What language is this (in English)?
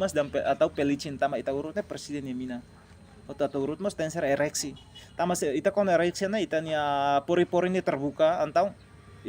Tetum